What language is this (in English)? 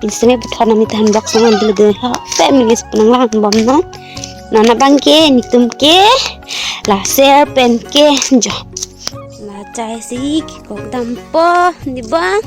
Karbi